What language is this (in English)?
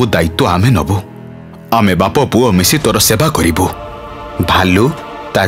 Odia